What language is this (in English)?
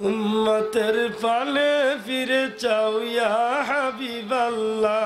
Sylheti